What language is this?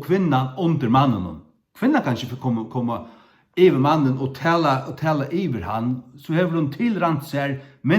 Faroese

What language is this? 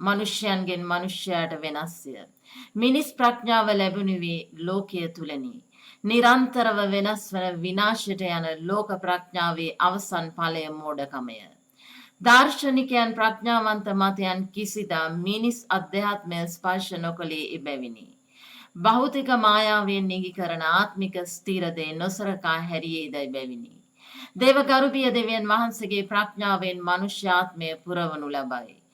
Sinhala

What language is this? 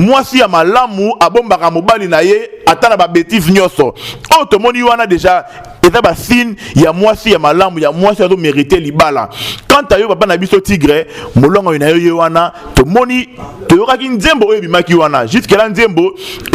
Lingala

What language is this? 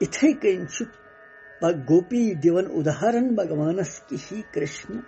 Kashmiri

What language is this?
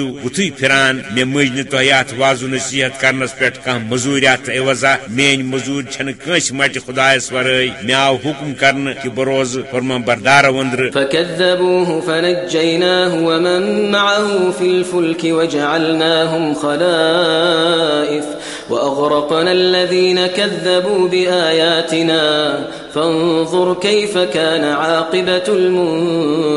Kashmiri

